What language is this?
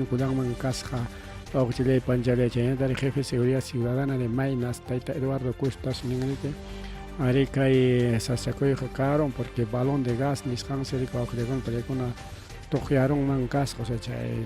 Ayacucho Quechua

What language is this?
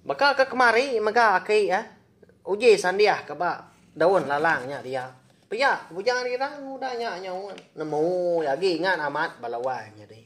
Iban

